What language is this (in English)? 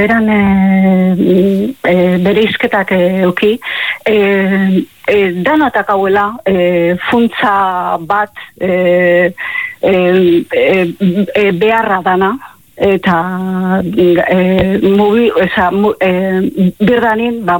Basque